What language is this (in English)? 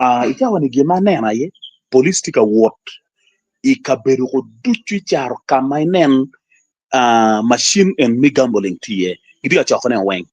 Acoli